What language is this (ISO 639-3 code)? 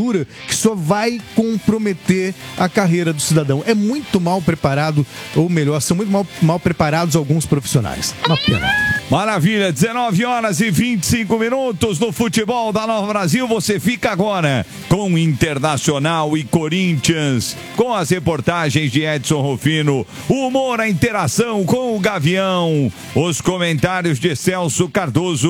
por